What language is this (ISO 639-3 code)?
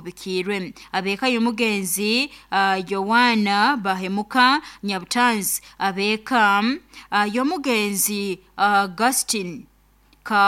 nyo